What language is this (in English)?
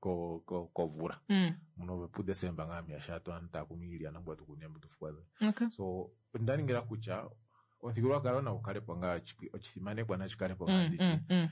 Kuanyama